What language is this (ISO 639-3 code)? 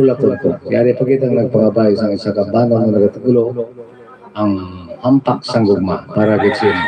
hil